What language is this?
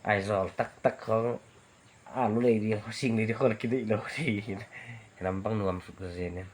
Paite Chin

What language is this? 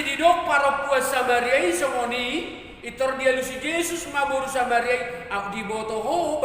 Batak Toba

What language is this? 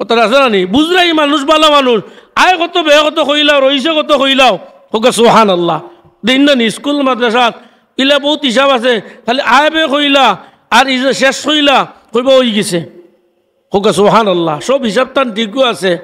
Sylheti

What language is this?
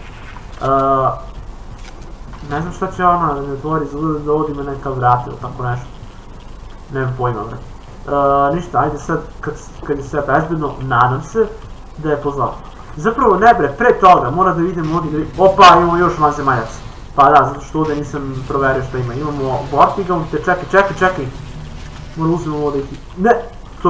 Serbian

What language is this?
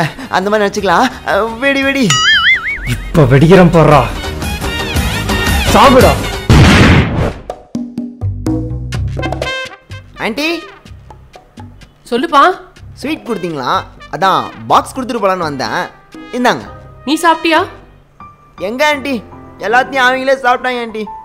Tamil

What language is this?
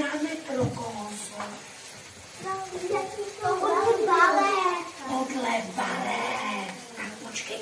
Czech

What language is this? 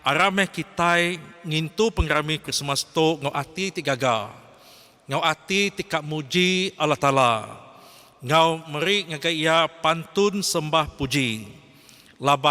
Iban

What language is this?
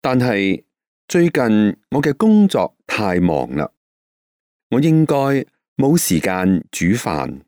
Cantonese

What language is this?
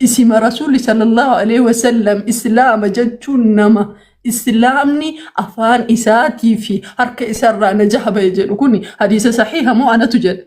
Oromo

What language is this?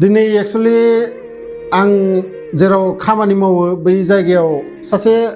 Bodo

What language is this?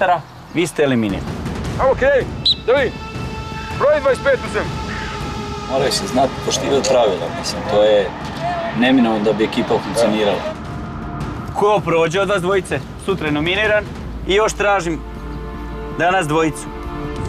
Croatian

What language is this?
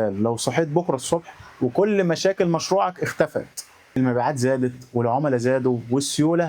Egyptian Arabic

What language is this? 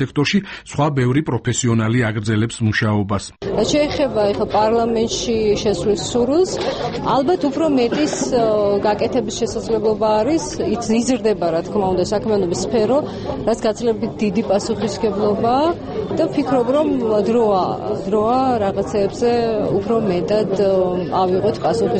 Georgian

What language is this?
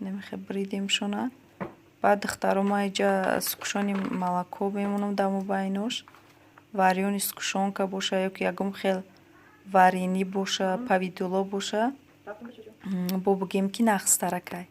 Tajik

